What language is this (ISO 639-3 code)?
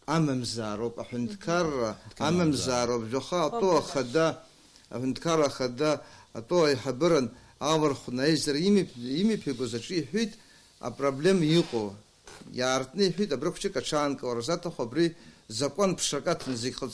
abk